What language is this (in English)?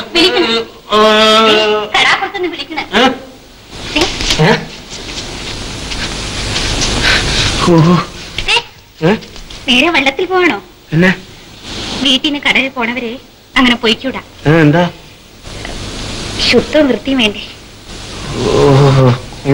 Malayalam